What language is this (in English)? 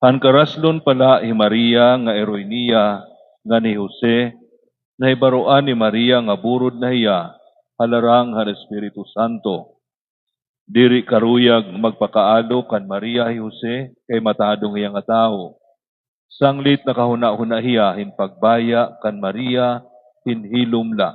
Waray